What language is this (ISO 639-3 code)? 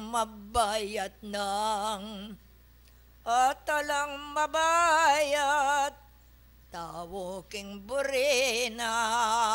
pam